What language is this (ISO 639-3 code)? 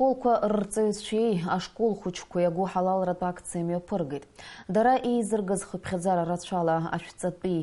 abk